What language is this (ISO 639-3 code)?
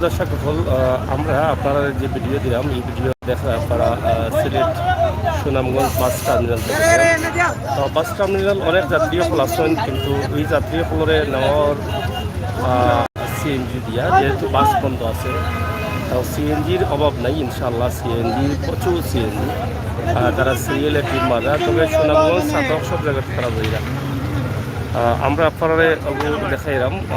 syl